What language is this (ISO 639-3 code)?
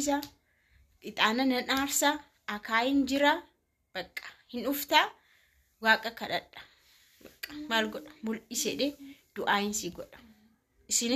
orm